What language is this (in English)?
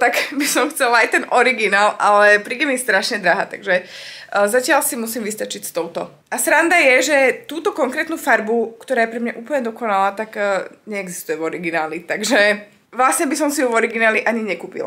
Slovak